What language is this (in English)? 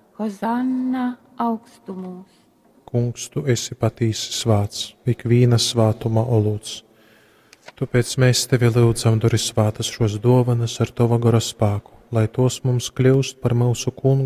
Latgalian